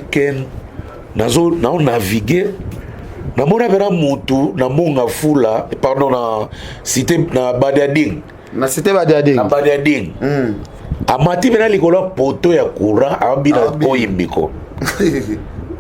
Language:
Lingala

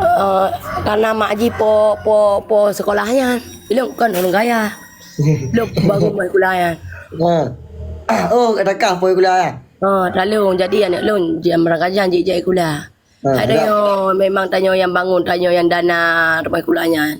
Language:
Achinese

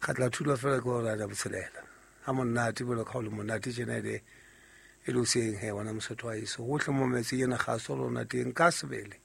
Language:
Southern Sotho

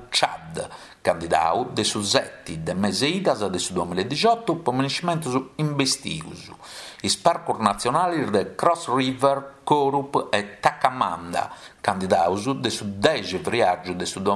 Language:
Sardinian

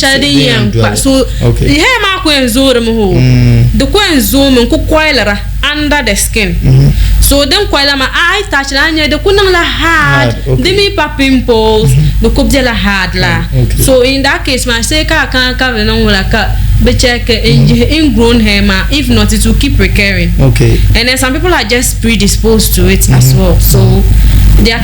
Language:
Dagbani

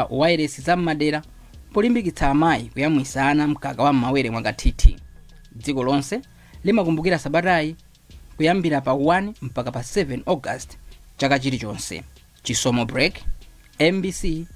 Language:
Nyanja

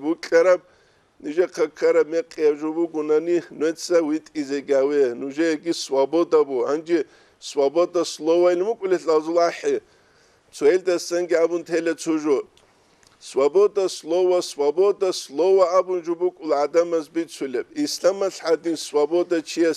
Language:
Avaric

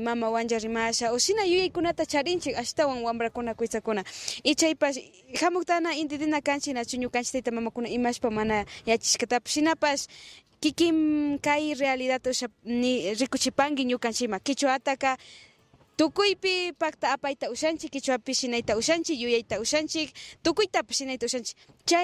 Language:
Imbabura Highland Quichua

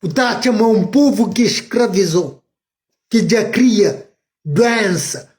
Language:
Kabuverdianu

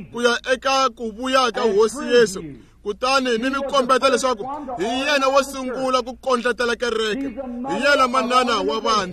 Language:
Tsonga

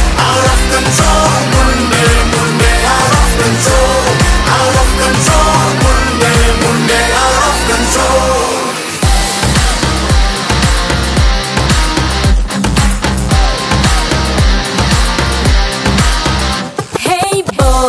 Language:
Hindi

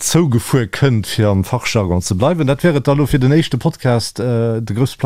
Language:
Luxembourgish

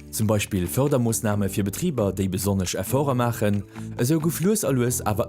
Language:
Luxembourgish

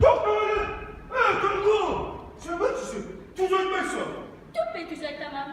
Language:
Kumyk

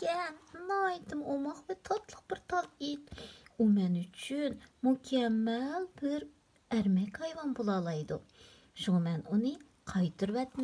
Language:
Uyghur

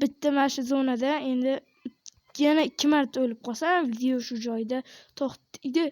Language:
Uzbek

